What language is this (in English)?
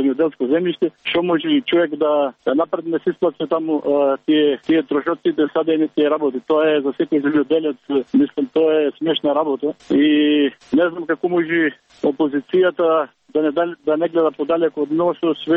Macedonian